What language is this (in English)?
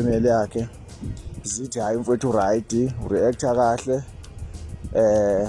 Zulu